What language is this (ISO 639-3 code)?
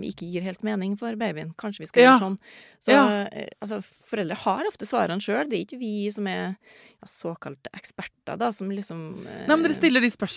nor